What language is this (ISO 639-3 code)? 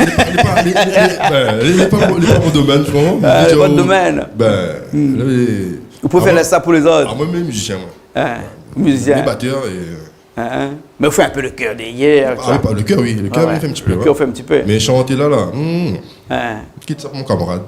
rcf